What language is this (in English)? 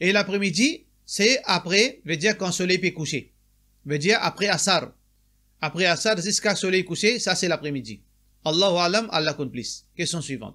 Morisyen